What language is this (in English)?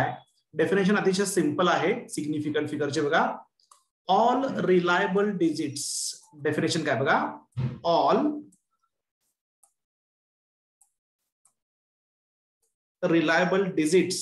Marathi